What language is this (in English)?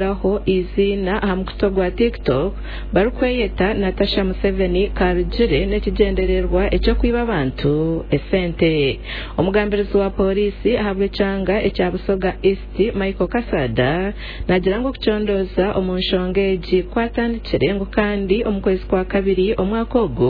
Nyankole